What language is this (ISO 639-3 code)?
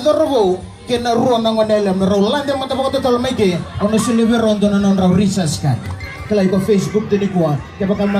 fij